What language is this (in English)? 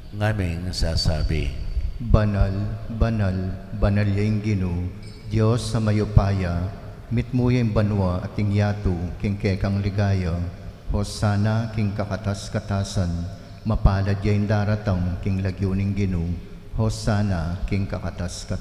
Pampanga